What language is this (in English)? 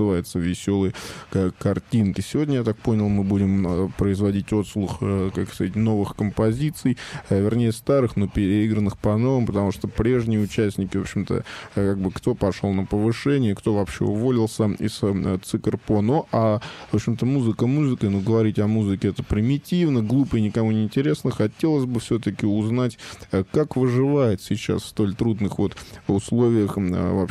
Russian